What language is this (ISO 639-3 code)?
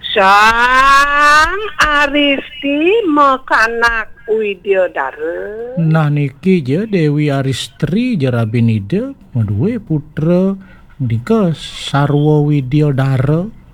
ban